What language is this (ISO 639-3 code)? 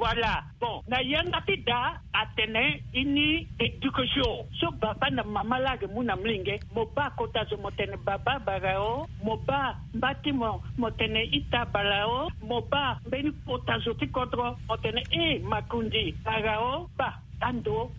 sag